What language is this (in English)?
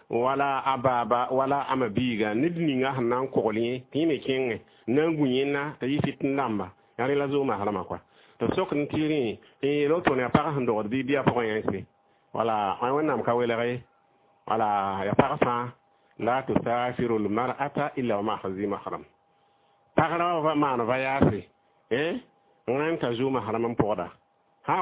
Mossi